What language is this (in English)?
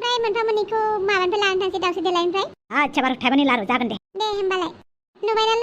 Bodo